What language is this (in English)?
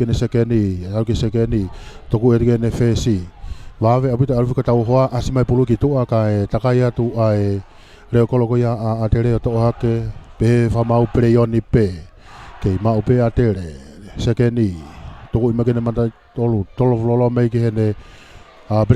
Tongan